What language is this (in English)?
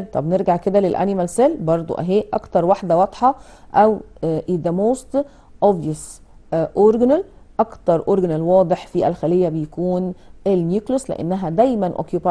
Egyptian Arabic